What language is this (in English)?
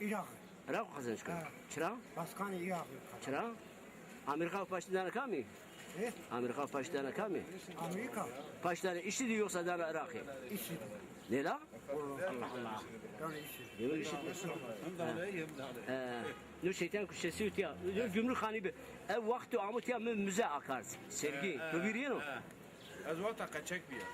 Zaza